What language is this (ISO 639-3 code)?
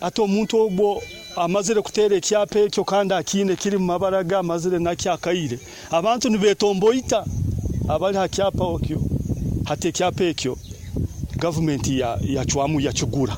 nyo